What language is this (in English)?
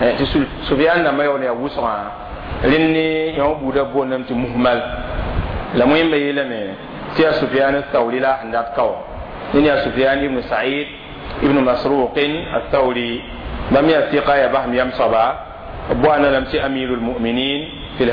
Mossi